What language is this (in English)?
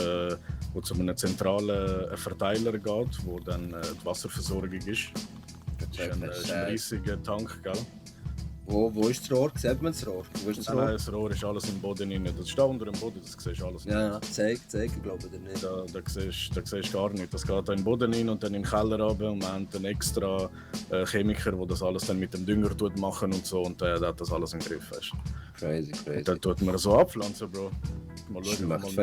Swiss German